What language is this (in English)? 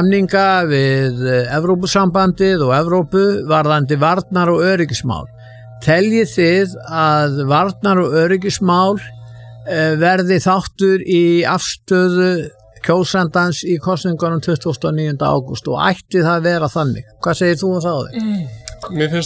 Icelandic